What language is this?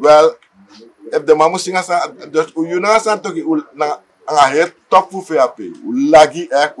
Sranan Tongo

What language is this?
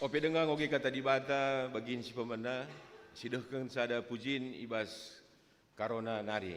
Batak Karo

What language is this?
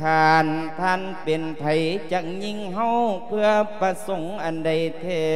Lao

